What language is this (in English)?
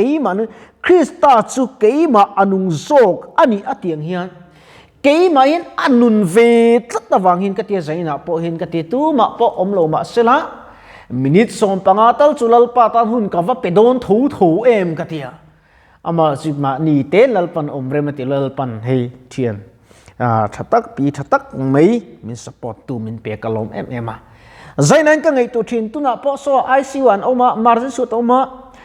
Mizo